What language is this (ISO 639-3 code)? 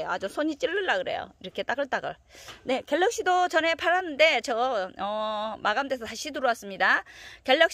kor